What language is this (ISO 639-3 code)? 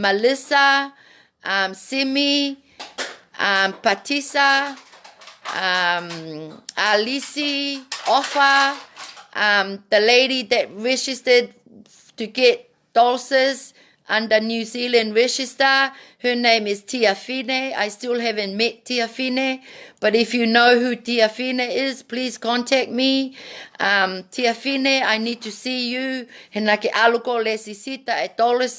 ton